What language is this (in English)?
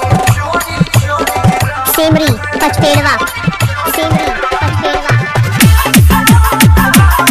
Bhojpuri